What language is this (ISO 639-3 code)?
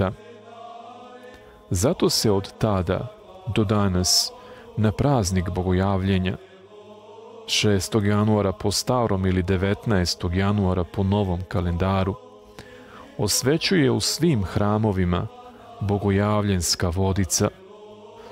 srp